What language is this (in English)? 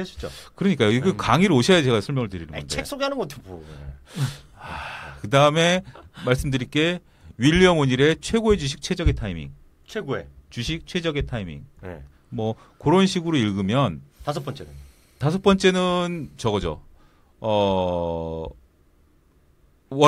Korean